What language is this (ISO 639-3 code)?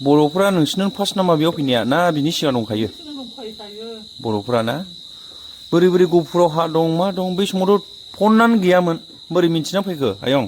brx